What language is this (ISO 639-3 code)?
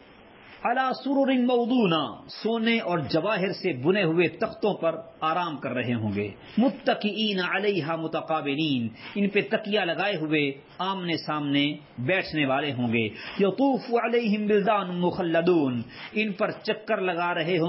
urd